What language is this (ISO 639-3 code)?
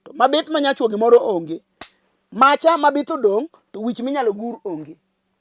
luo